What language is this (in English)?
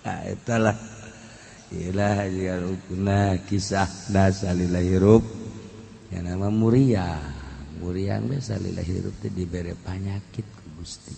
Sundanese